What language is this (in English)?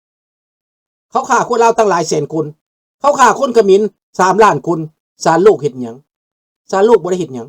Lao